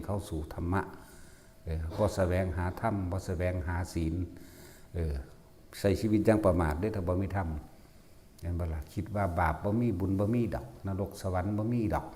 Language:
Northeastern Thai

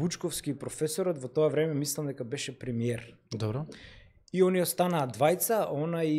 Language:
Macedonian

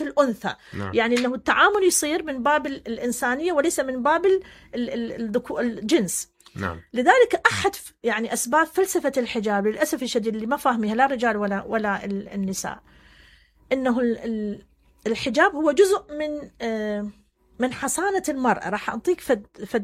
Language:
Mesopotamian Arabic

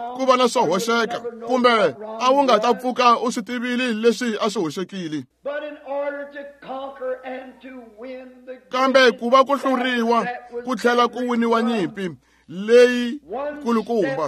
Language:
Tsonga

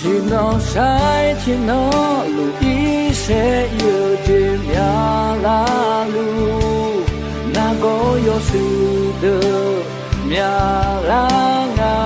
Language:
Akha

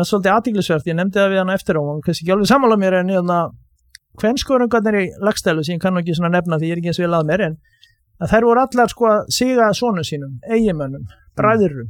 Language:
Icelandic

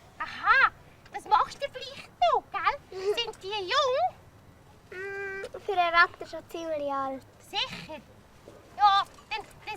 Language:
Swiss German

